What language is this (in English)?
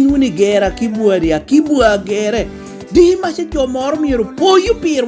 Lango (Uganda)